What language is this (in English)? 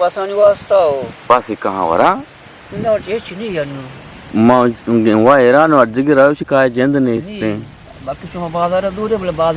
Eastern Balochi